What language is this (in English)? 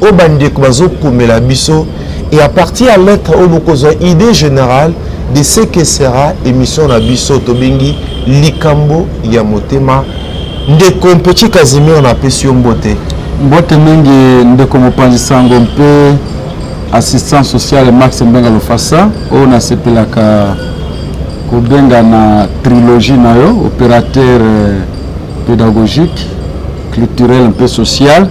Lingala